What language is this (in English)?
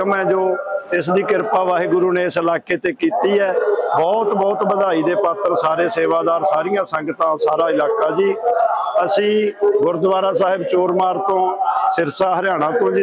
Punjabi